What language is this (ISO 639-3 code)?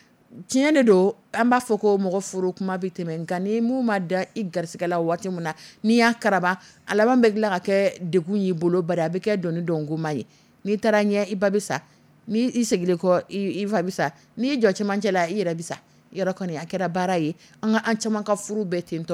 dyu